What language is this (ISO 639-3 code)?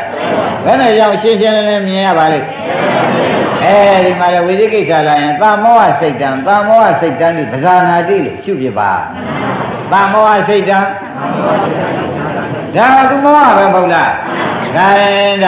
mya